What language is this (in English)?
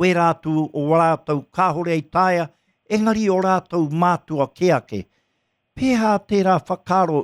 Māori